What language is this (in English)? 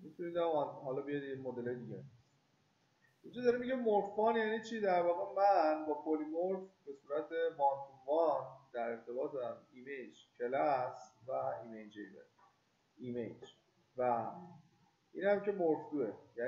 Persian